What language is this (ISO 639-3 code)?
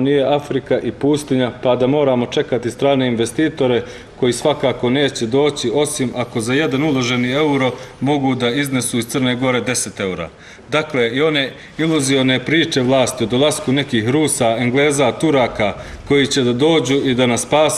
bos